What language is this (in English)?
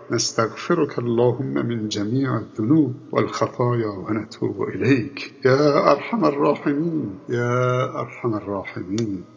Persian